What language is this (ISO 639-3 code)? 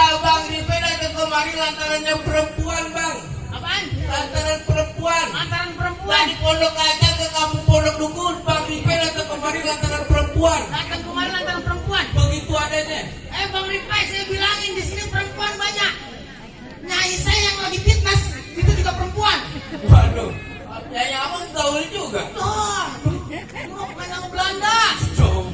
bew